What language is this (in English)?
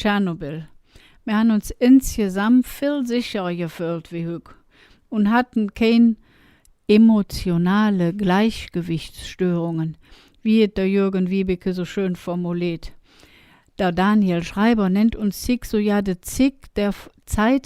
Colognian